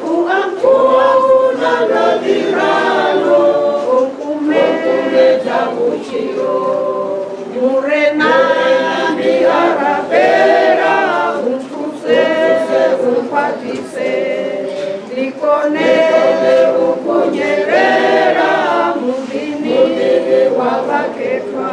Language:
Venda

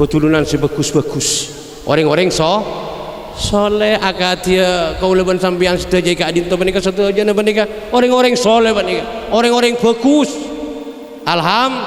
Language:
Madurese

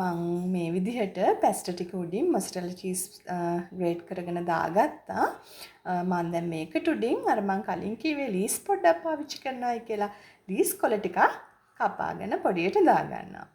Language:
Sinhala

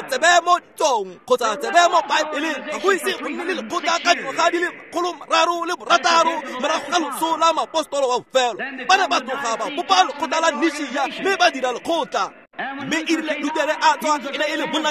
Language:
Tswana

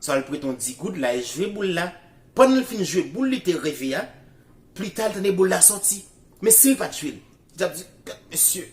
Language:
Haitian Creole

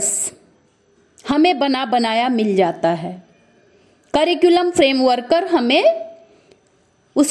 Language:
Hindi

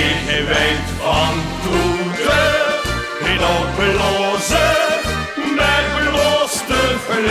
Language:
Limburgish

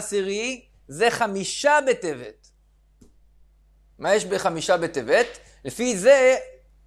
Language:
Hebrew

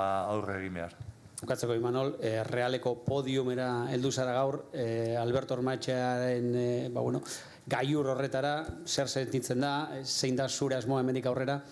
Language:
Basque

